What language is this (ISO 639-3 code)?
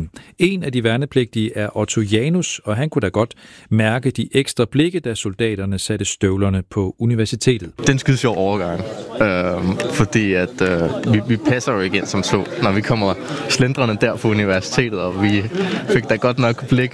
dan